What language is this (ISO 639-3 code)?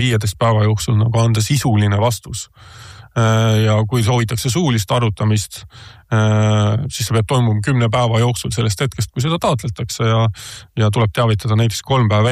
est